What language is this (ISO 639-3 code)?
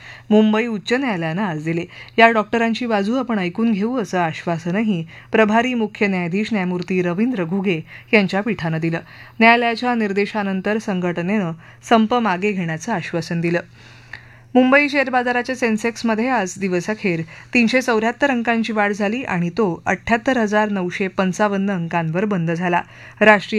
mar